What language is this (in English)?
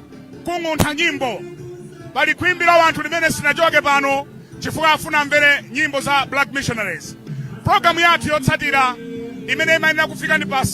Nyanja